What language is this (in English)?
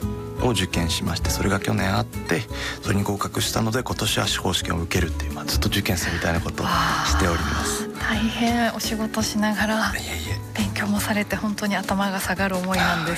Japanese